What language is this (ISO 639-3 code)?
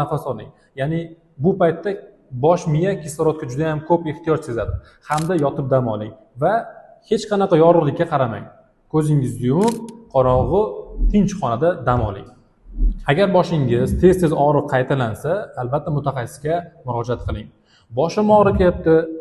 uzb